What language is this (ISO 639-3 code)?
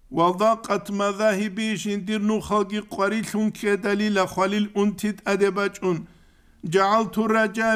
ava